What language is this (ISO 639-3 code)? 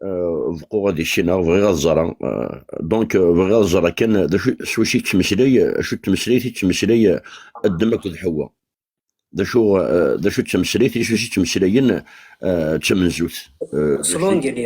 kab